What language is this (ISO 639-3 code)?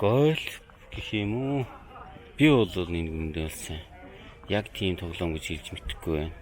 mon